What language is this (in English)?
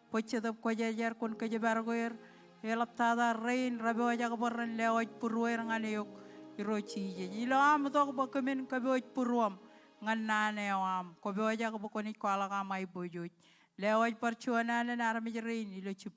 Marshallese